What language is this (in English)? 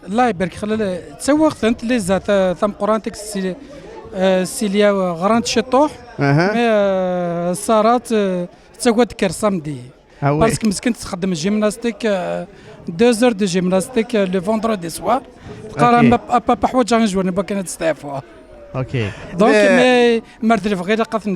Kabyle